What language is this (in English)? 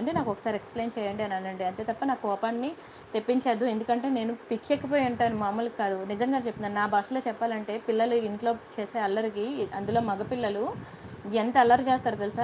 Telugu